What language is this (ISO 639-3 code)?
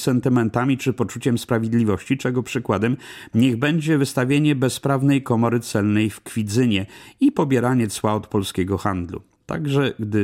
pol